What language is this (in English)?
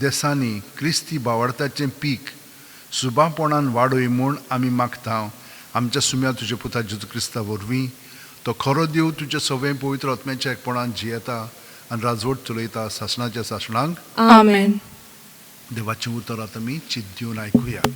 Konkani